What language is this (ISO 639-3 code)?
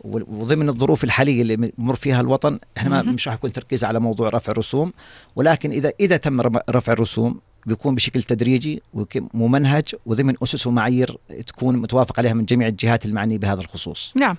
apc